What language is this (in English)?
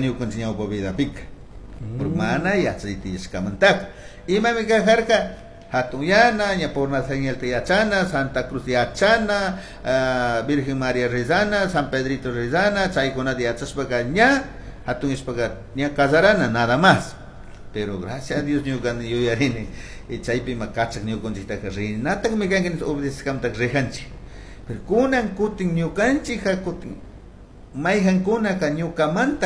Chimborazo Highland Quichua